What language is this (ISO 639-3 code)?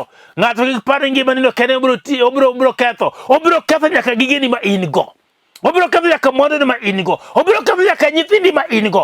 luo